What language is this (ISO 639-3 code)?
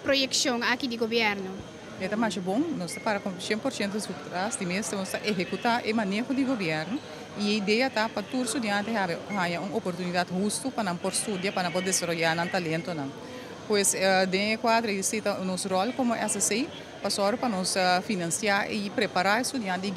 pap